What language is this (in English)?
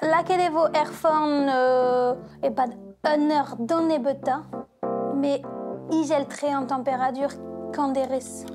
Breton